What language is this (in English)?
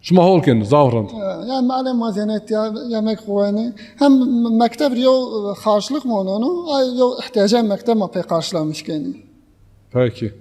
Zaza